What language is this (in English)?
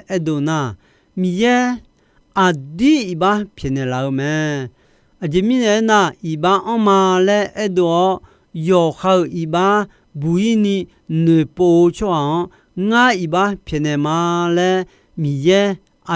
Akha